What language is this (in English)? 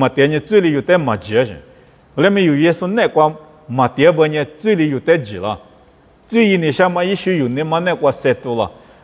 Lisu